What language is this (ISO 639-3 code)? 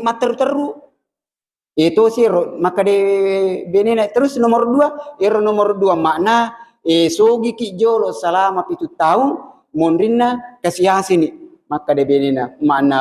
bug